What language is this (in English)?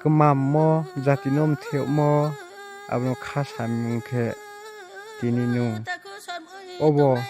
Riang (India)